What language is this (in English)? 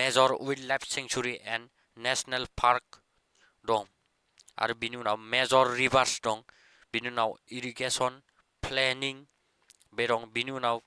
Bodo